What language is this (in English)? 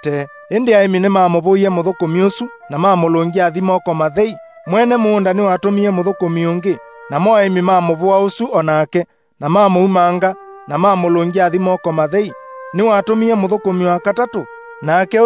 Kamba